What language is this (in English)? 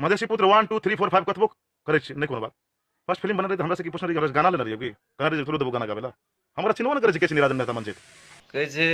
Maithili